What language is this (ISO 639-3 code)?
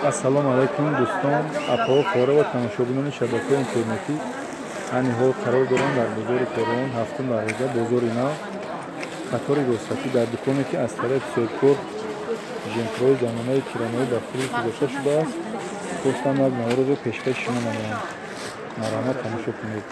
tgk